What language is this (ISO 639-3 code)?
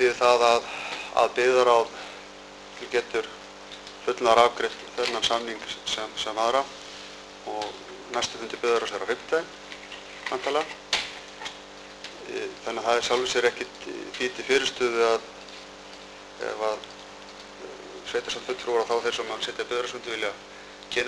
isl